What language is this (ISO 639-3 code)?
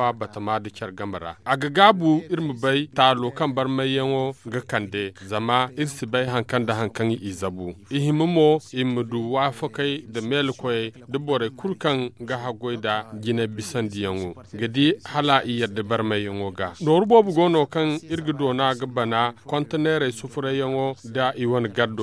dje